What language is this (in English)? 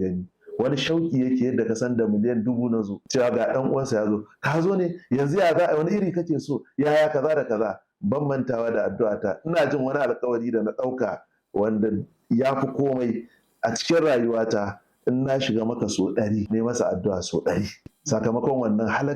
Hausa